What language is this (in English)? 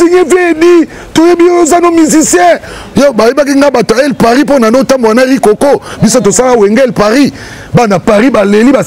Lingala